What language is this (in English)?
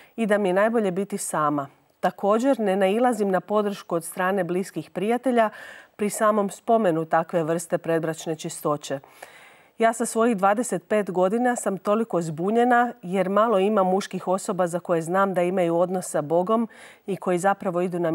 Croatian